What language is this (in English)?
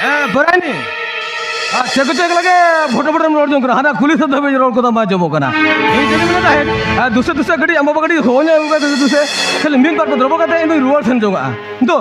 Santali